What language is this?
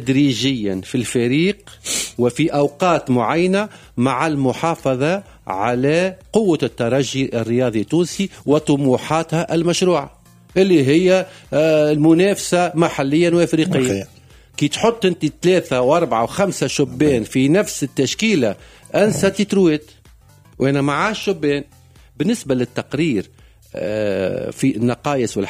Tunisian Arabic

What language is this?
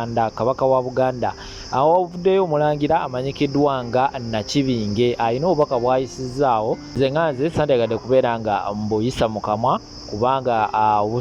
Ganda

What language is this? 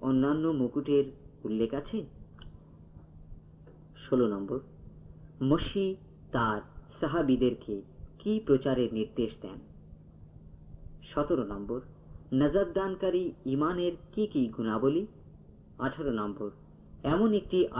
Bangla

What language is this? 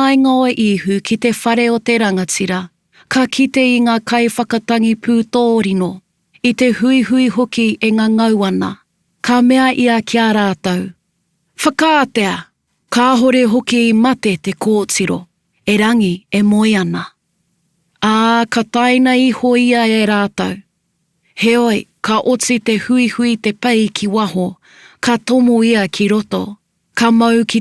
Māori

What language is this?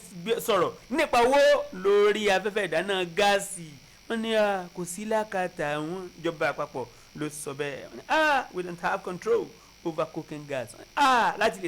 Yoruba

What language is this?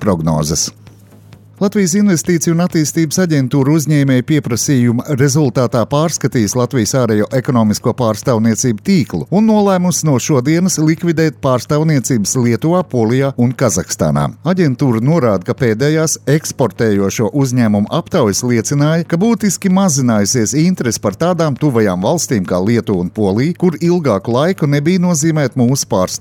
Latvian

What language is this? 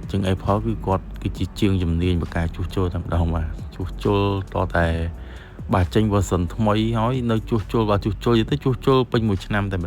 Khmer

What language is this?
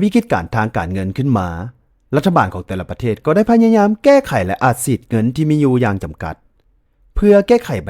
Lao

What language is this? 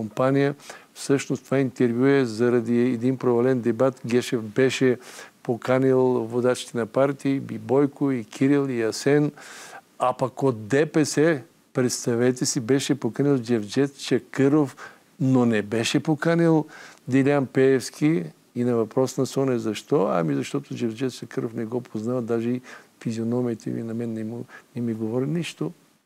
Bulgarian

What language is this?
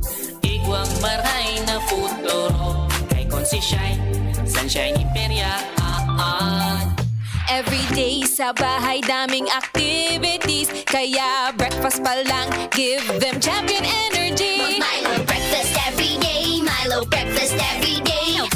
Bikol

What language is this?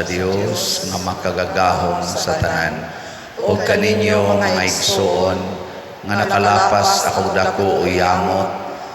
Cebuano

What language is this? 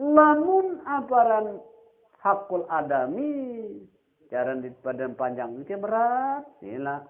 Sasak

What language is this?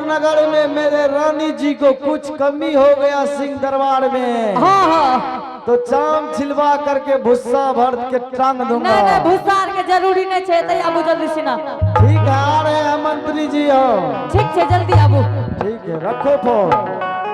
Angika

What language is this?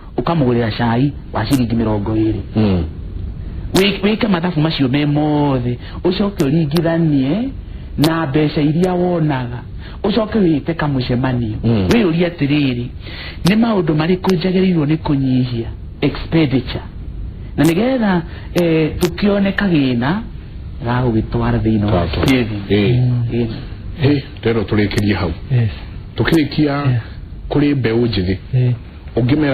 Kikuyu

